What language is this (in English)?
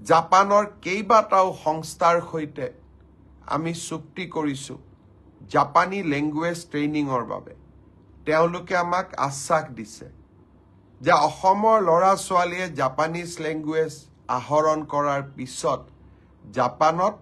Assamese